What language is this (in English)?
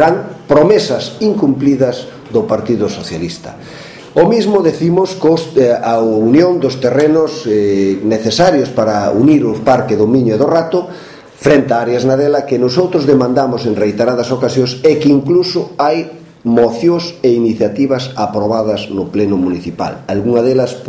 Galician